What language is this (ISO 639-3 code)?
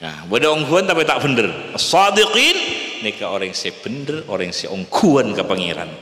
mad